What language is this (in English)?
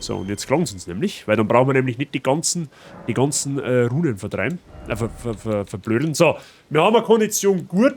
Bavarian